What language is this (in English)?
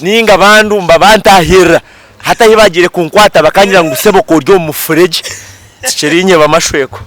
Nyankole